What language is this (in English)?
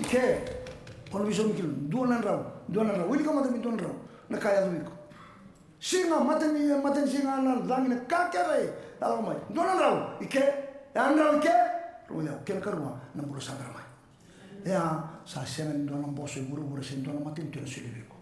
Fijian